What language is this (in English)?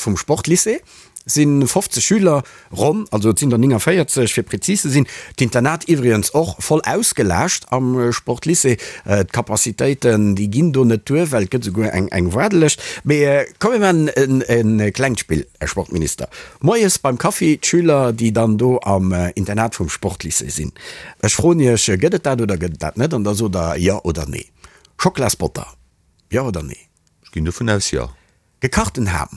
Luxembourgish